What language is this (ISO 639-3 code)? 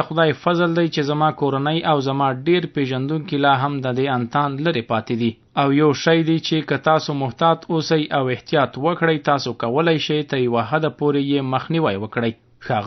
pus